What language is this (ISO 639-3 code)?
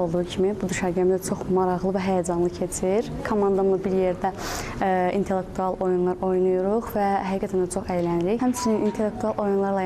aze